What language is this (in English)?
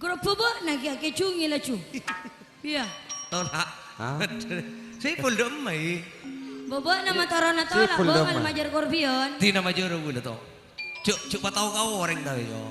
Madurese